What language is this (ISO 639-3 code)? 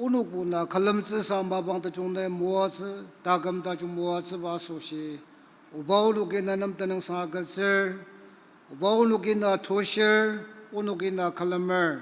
njo